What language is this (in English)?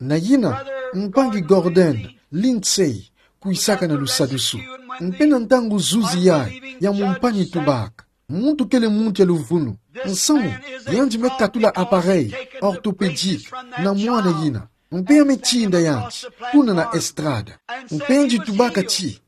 Kituba (Democratic Republic of Congo)